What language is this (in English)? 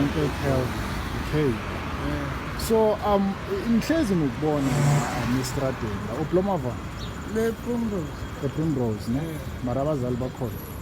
Zulu